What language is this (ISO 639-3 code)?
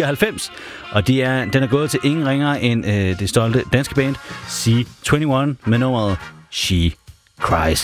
dan